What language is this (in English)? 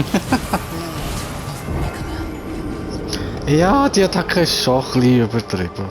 Swiss German